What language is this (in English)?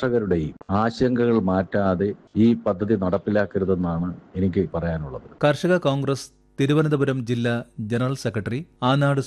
Malayalam